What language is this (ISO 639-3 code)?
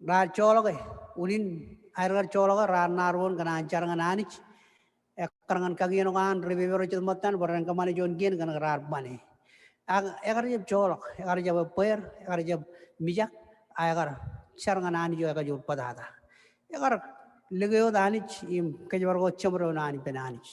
mah